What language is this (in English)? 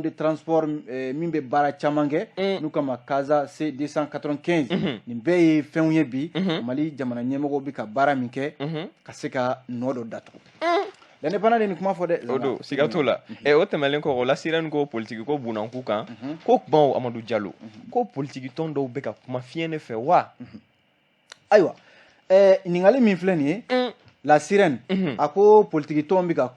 Bambara